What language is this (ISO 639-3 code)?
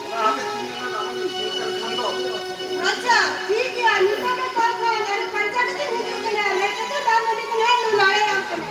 sat